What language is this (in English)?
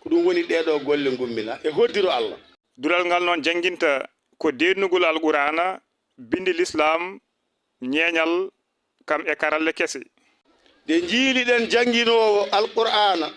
Fula